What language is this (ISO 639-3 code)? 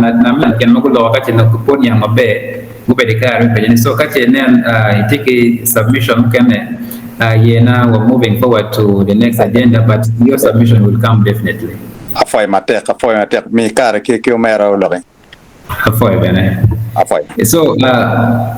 ach